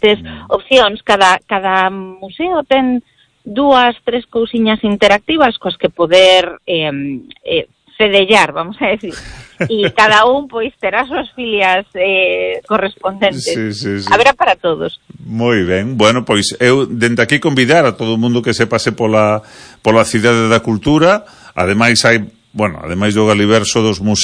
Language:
Galician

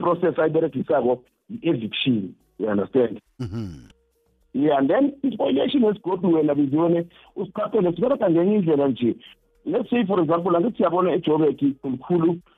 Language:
South Ndebele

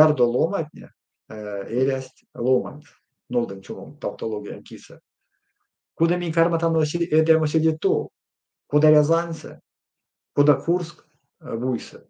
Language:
Erzya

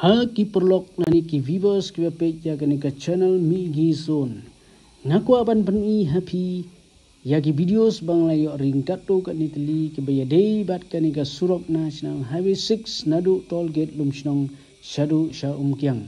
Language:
Khasi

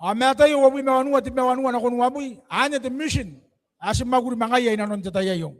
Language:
Gilbertese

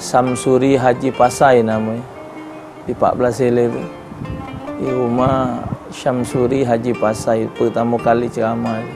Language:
Musi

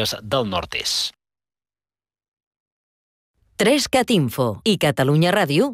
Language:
Catalan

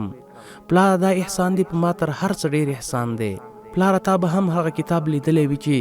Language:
Pashto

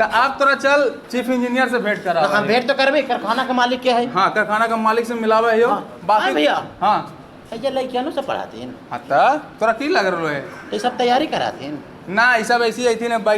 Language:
Magahi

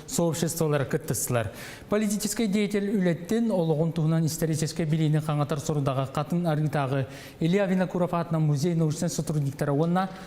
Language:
Yakut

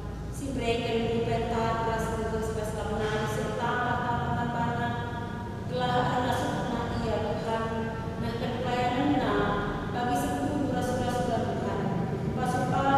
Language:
Batak Karo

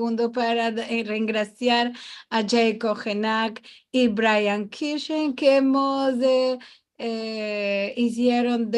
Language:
Ladino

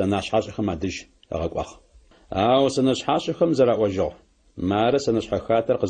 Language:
Adyghe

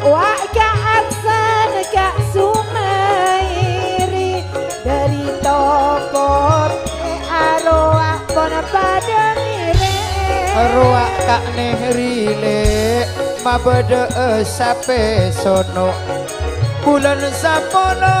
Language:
Madurese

